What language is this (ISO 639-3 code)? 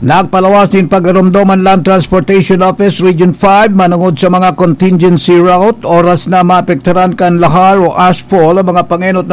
bik